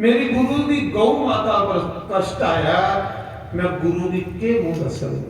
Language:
Dogri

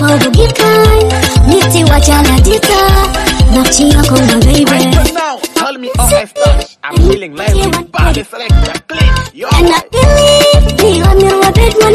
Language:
Swahili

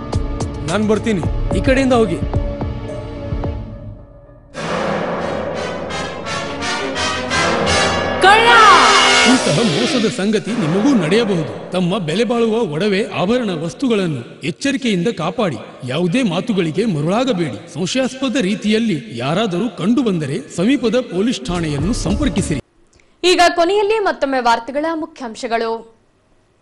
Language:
Kannada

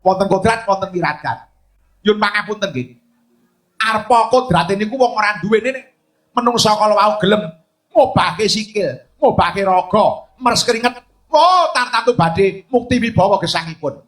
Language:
Javanese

